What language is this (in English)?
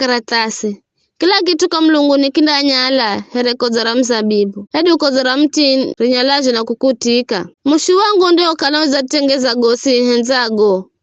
Giryama